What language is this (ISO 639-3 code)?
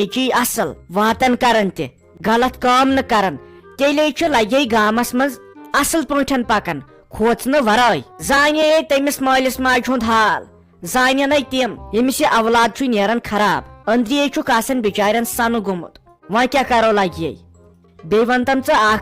kas